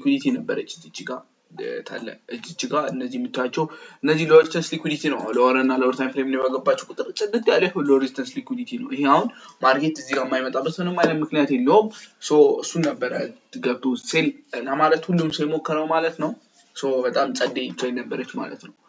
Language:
Amharic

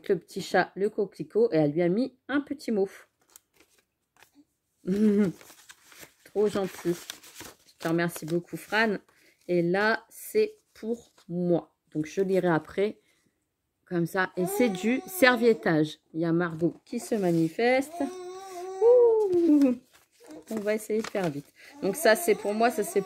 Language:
French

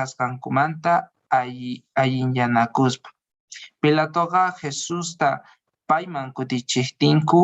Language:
Quechua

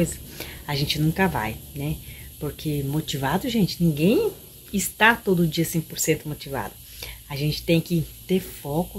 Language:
Portuguese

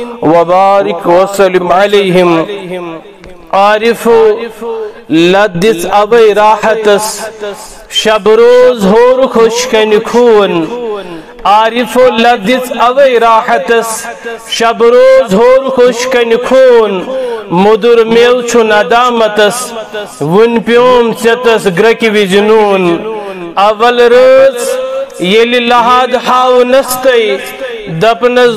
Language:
Kashmiri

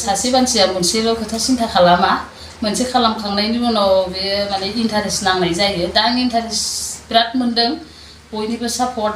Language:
Bodo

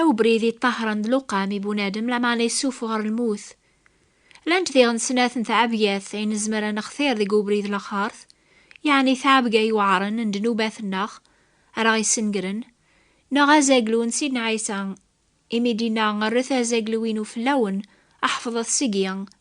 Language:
Kabyle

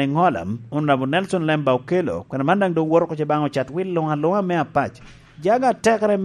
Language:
Lango (Uganda)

